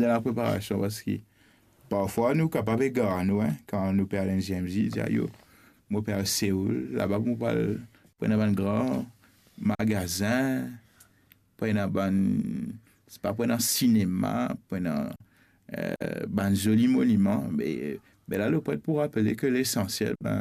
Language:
Morisyen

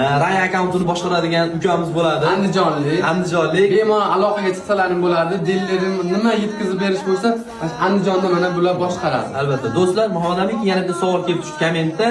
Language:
Uzbek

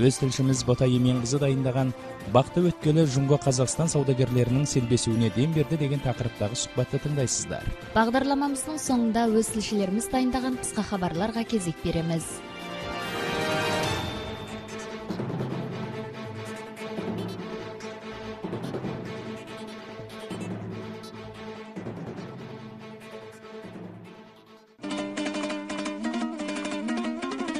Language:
Kazakh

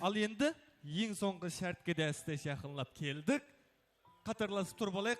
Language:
Kara-Kalpak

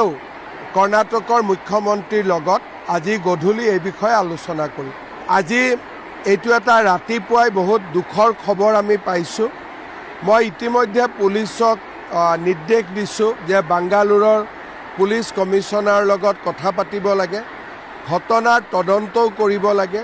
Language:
Assamese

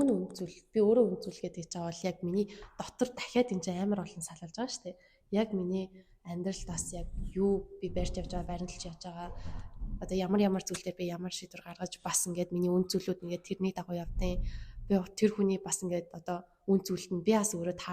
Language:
Mongolian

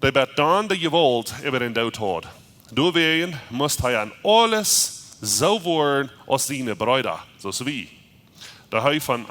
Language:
Plautdietsch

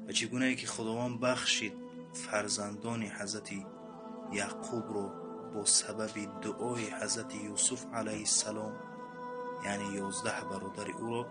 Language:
Tajik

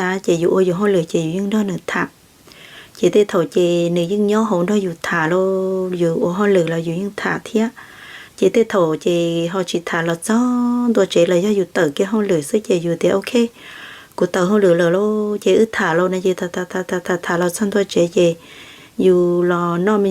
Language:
Hmong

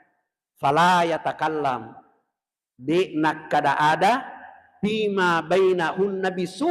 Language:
Buginese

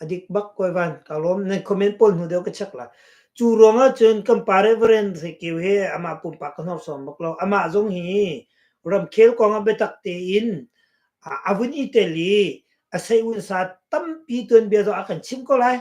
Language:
Hakha Chin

